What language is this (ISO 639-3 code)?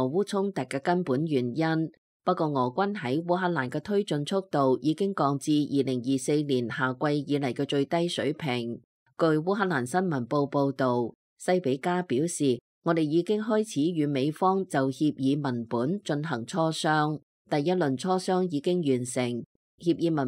yue